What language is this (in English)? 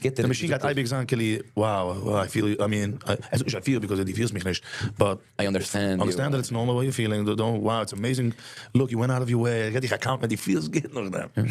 Yiddish